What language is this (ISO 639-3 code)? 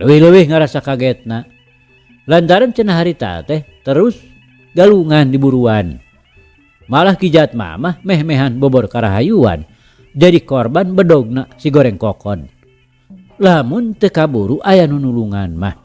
sun